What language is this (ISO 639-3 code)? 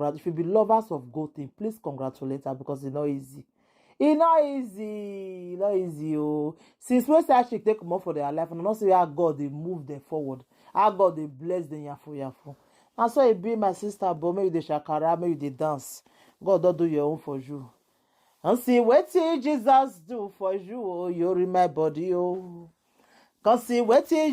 pcm